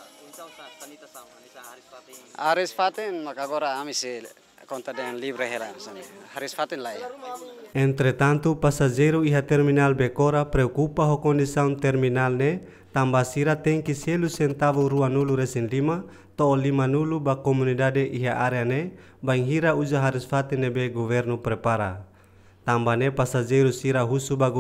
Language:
Tetum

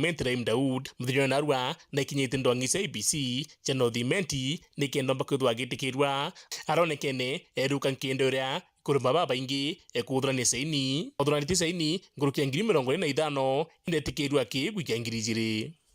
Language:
Meru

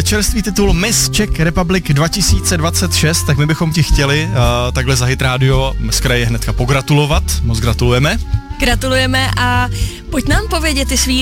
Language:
Czech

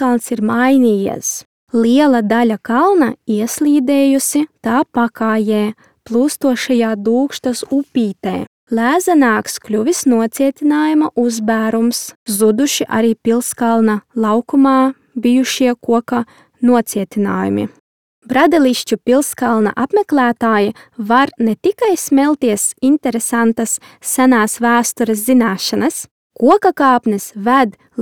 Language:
Latvian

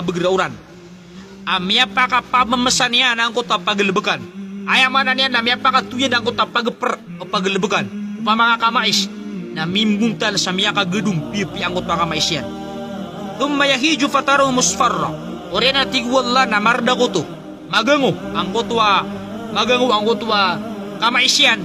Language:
Maranao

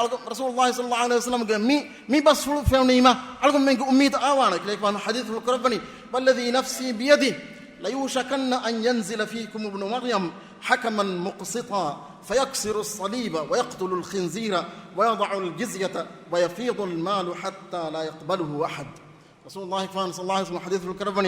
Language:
Divehi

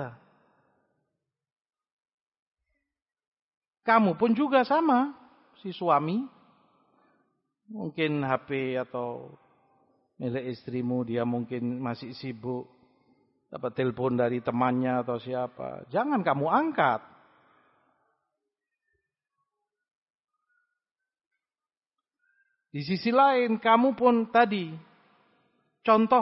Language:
Indonesian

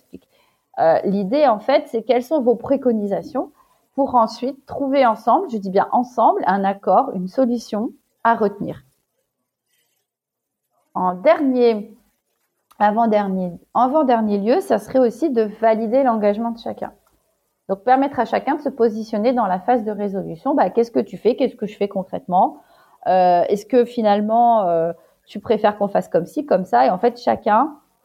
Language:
French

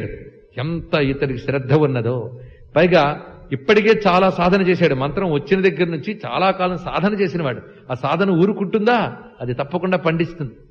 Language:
Telugu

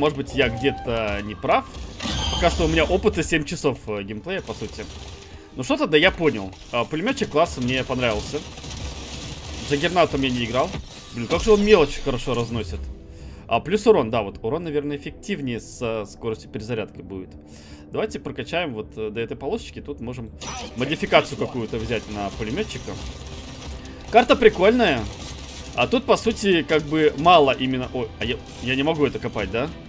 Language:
Russian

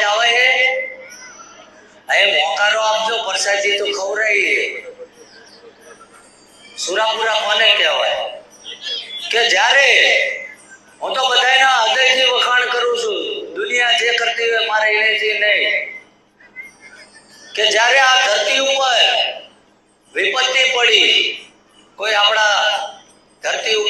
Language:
Gujarati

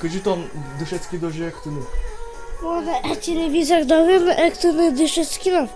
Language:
Udmurt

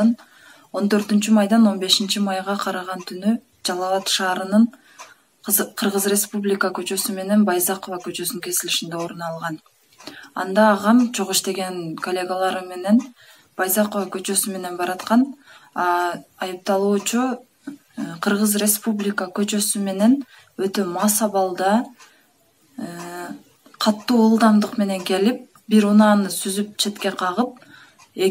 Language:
Kyrgyz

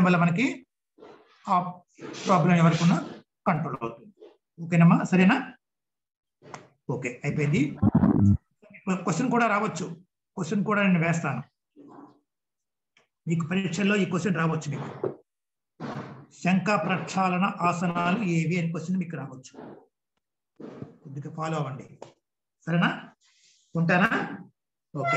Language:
Telugu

